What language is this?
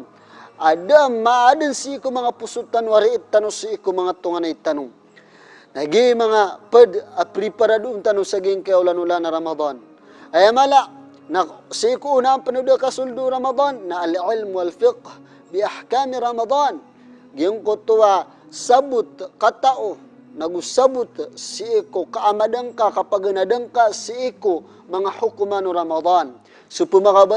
Maranao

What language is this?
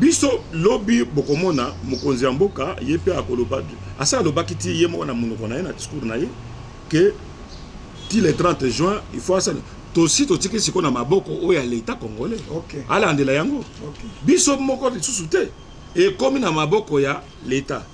Lingala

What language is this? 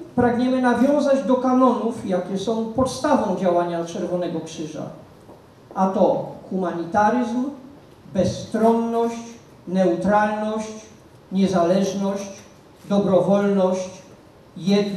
Polish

